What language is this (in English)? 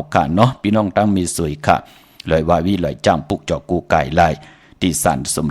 Shan